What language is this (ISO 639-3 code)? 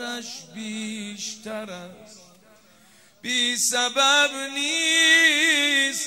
fas